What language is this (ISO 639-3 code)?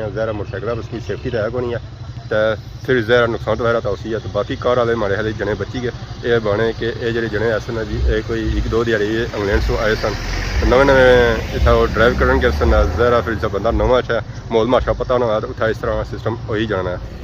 phr